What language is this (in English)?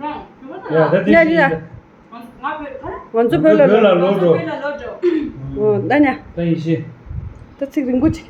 Tibetan